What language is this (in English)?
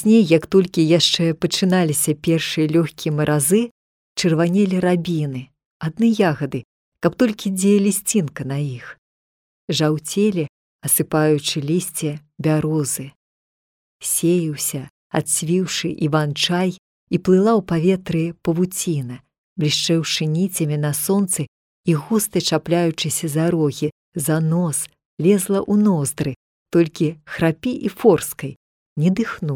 Belarusian